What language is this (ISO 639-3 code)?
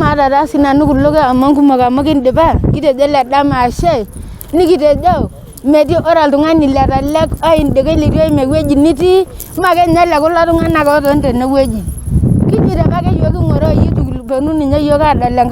mas